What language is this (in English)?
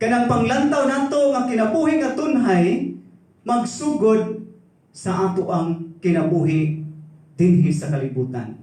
Cebuano